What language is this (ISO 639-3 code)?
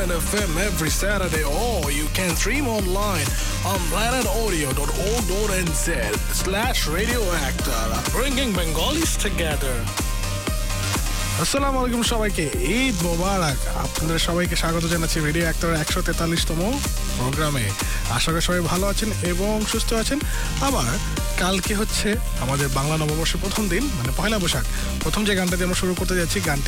ben